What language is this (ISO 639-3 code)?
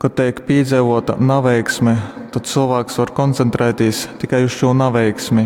ltg